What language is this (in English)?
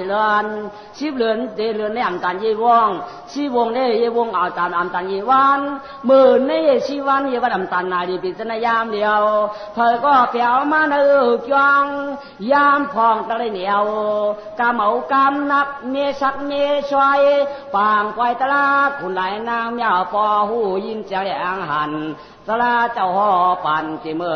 Shan